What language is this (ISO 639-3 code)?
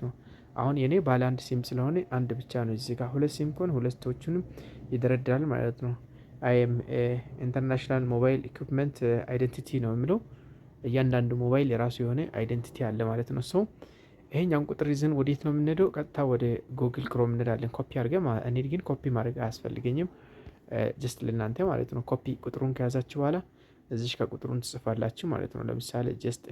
amh